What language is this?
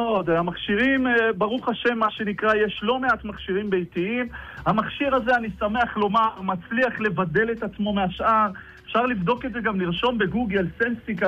Hebrew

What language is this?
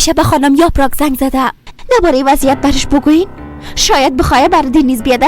Persian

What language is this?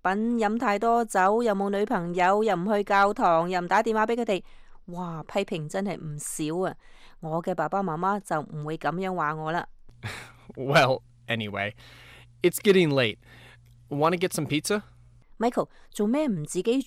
Cantonese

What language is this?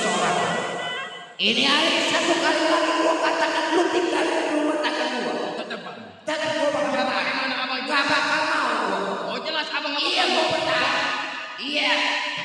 Betawi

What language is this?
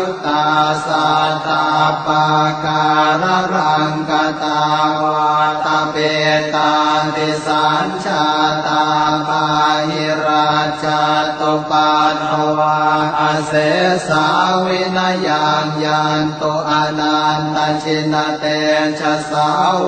Pali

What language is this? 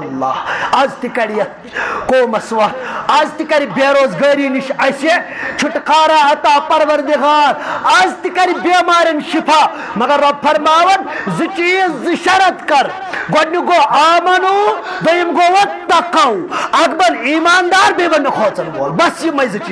Kashmiri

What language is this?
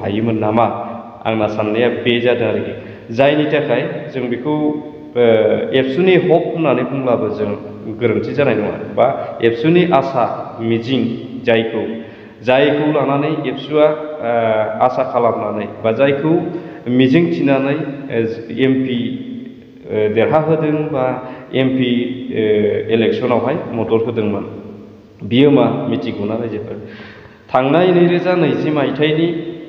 Bodo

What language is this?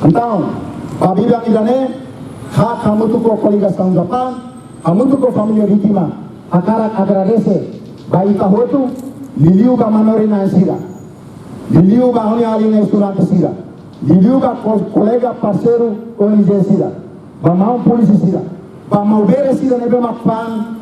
Tetum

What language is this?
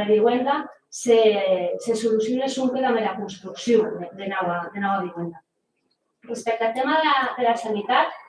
Occitan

